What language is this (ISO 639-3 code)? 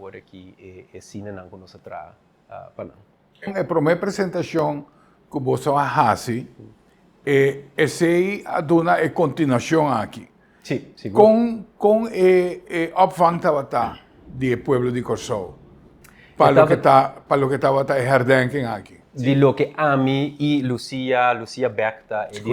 pap